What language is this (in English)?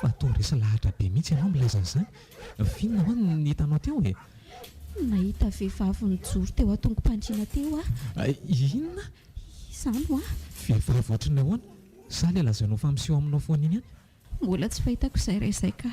Malagasy